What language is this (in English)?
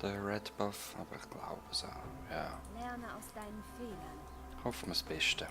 Swiss German